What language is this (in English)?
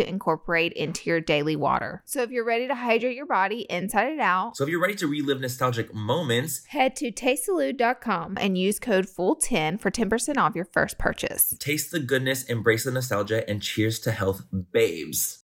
English